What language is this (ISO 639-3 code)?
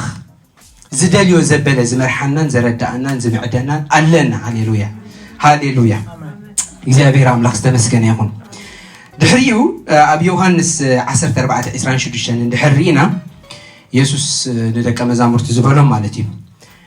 tir